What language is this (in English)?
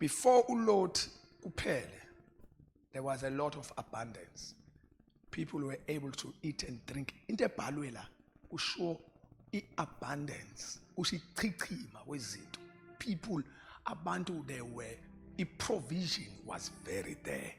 Zulu